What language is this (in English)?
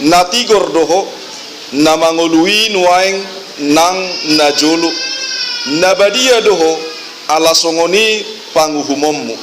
Batak Toba